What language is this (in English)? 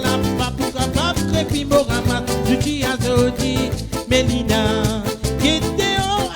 Morisyen